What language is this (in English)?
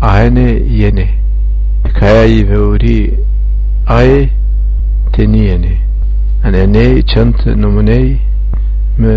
Zaza